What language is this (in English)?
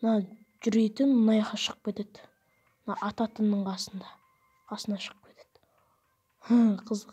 Kazakh